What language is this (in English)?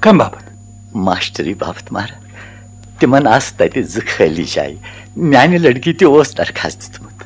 Kashmiri